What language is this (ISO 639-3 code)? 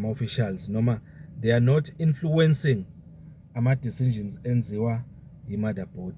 zul